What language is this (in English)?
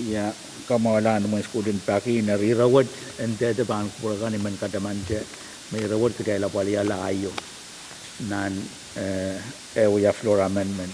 Pohnpeian